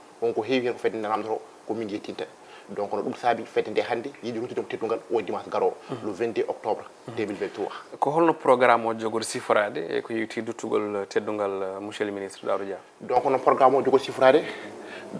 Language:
Fula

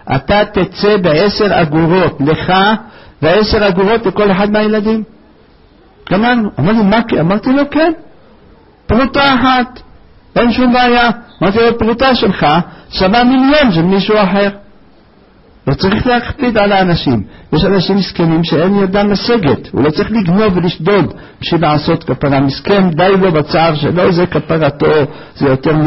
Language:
Hebrew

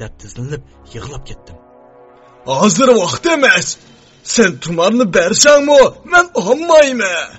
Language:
Uyghur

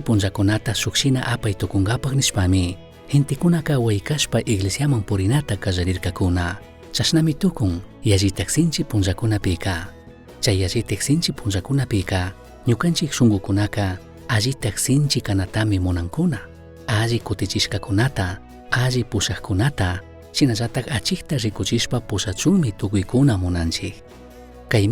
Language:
Chimborazo Highland Quichua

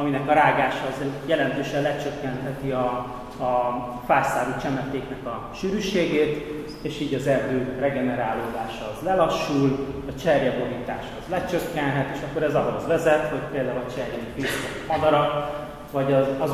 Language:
Hungarian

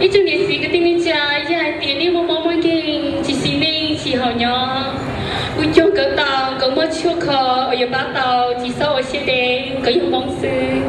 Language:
Hmong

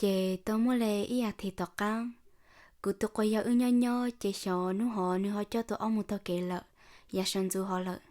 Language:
Hmong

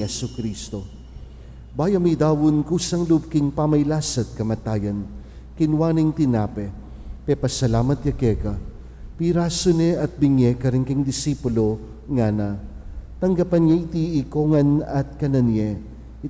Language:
Pampanga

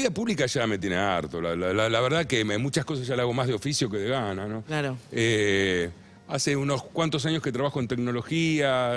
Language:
Spanish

